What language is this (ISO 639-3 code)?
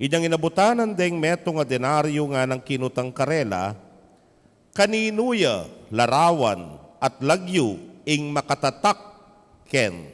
pam